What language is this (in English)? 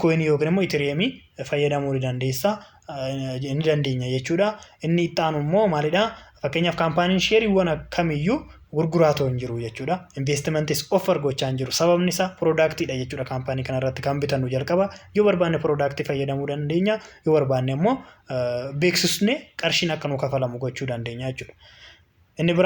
Oromo